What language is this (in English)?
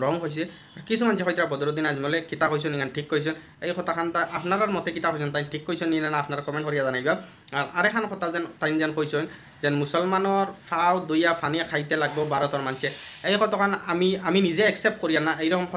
Sylheti